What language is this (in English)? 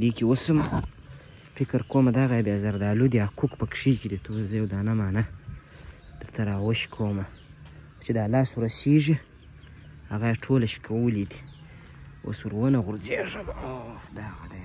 Pashto